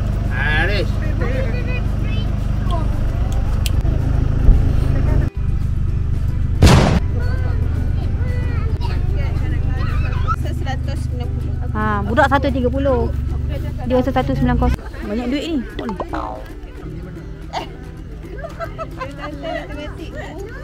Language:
Malay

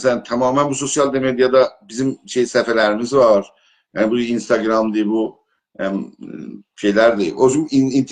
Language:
South Azerbaijani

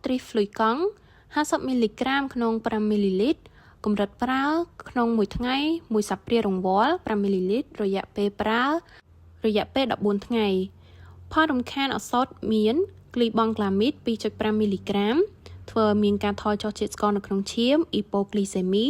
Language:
Khmer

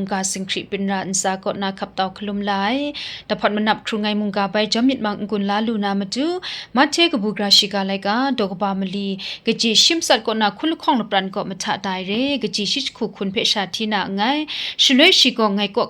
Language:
Kachin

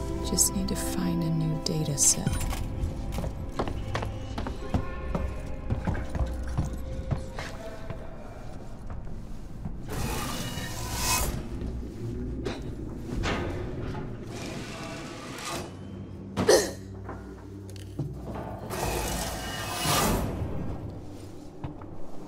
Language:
English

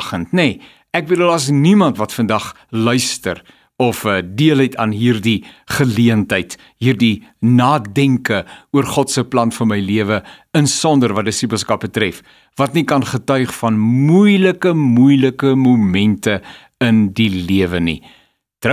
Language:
Afrikaans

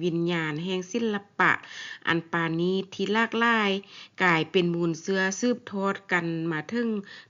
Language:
Lao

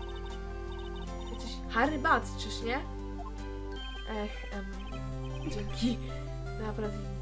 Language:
Polish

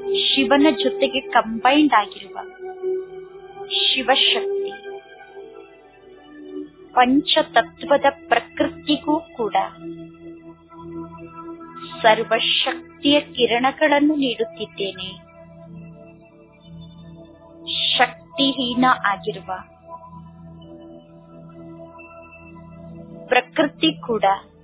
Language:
Kannada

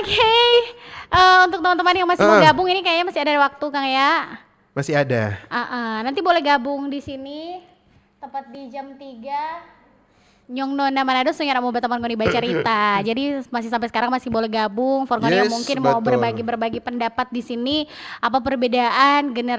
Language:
Manado Malay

